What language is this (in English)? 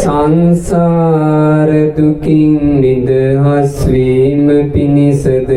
Sinhala